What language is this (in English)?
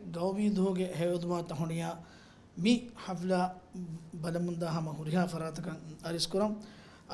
Divehi